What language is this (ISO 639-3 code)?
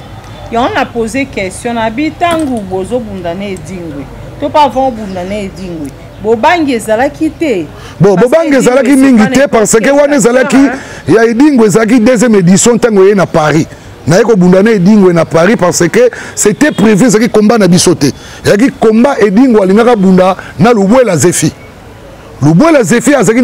lin